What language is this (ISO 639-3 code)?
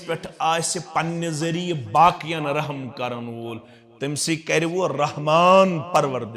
kas